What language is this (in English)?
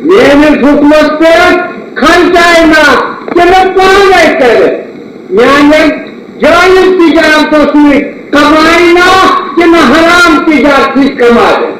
Kashmiri